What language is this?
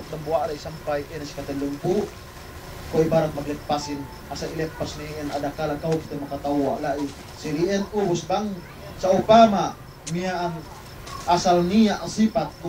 Yakan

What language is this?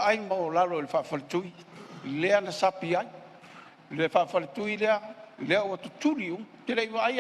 Samoan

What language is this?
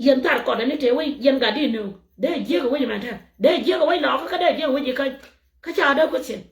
Nuer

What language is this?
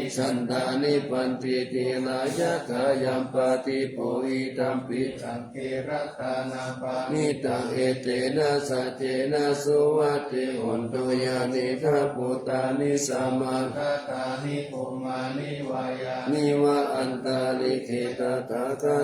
Pali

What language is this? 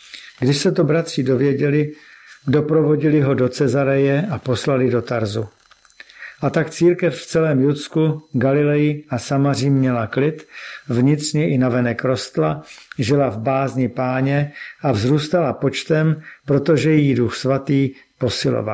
Czech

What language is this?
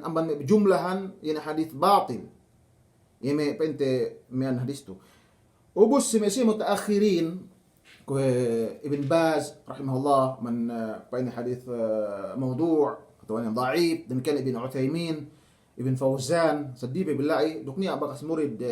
Yakan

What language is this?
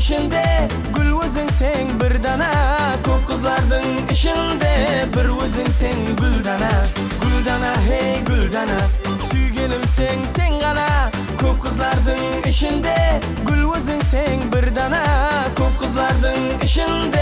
Kara-Kalpak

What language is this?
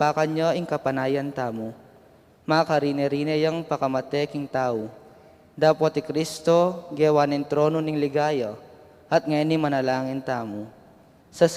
Pampanga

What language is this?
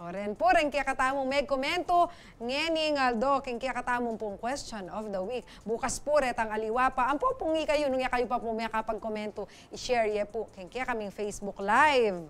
Pampanga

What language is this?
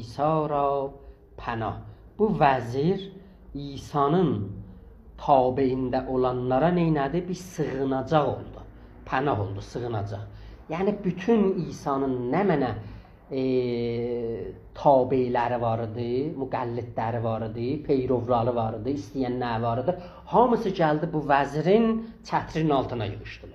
South Azerbaijani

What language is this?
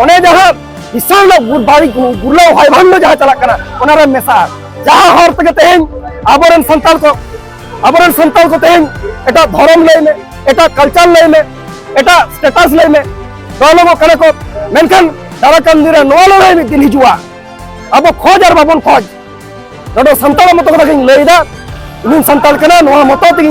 Santali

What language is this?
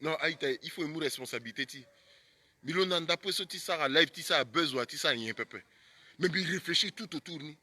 Sango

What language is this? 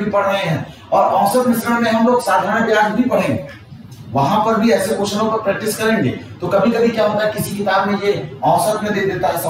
Hindi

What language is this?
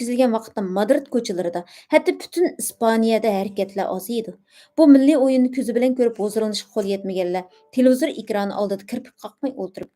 Uyghur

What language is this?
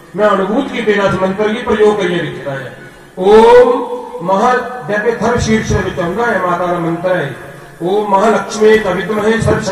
Dogri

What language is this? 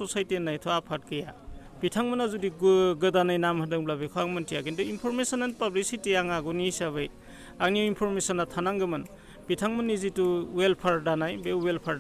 Bodo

